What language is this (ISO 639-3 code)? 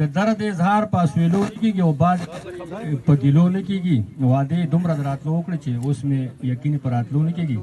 pus